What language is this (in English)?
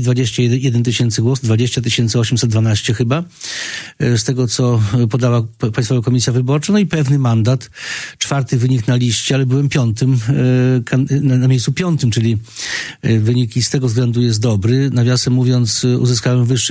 Polish